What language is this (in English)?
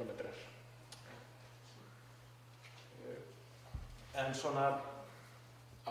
Icelandic